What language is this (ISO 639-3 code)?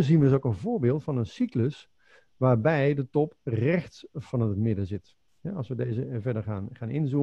nld